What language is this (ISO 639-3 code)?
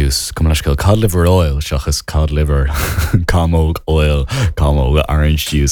gle